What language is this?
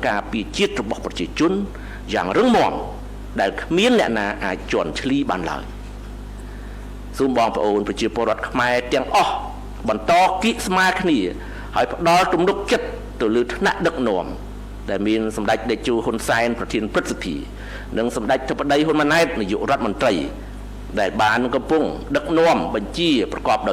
Khmer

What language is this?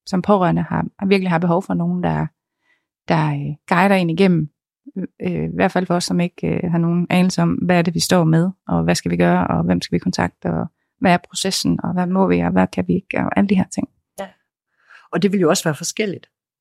Danish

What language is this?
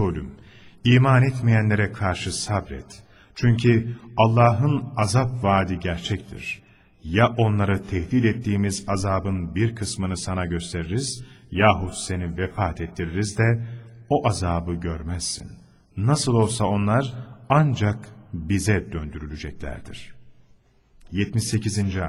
Turkish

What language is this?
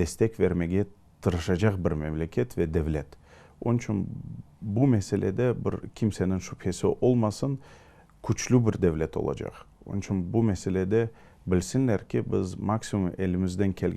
Crimean Tatar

